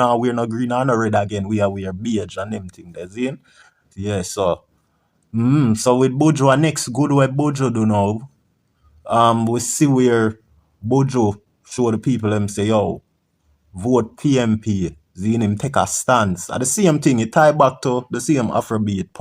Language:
Jamaican Creole English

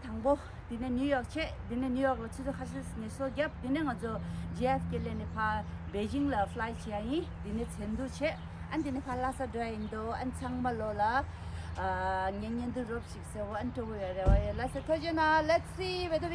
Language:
Tibetan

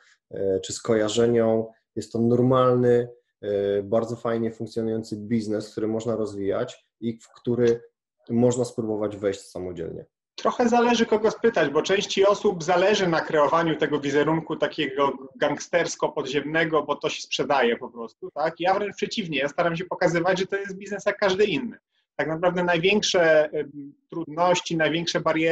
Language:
Polish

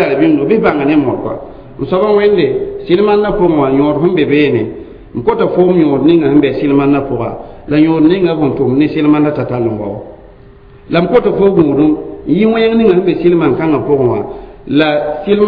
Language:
Mossi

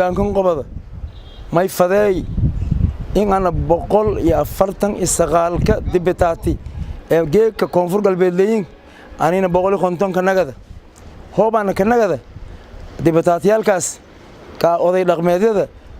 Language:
Somali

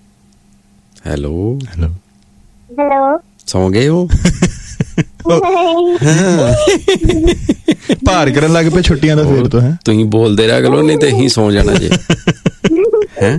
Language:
Punjabi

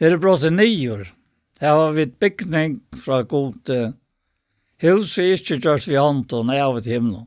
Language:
Faroese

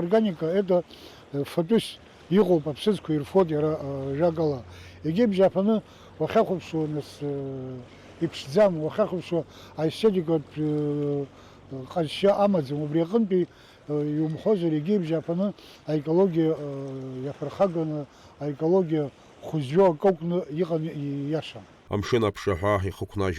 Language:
Abkhazian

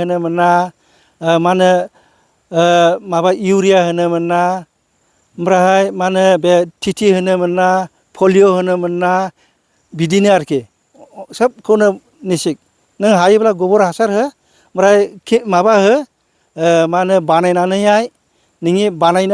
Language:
Bodo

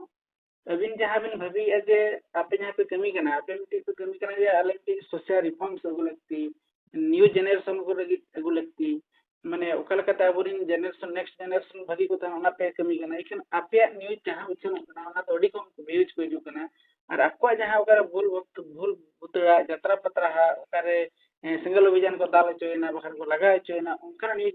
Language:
Santali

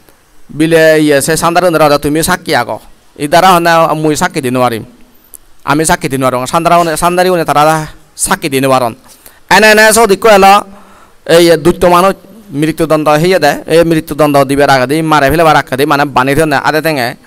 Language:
Chakma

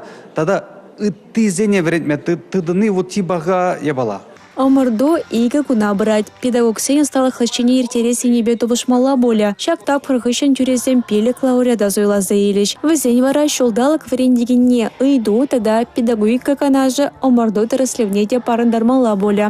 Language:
Chuvash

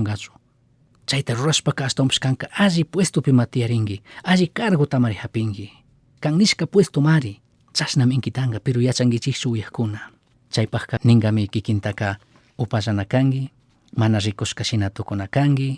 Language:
Chimborazo Highland Quichua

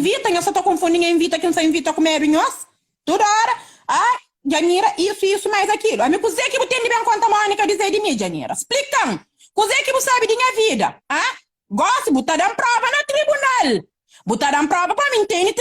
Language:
Kabuverdianu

